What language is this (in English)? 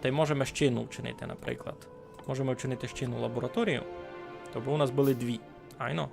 Rusyn